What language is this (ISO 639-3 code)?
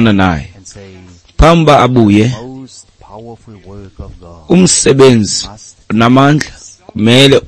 xho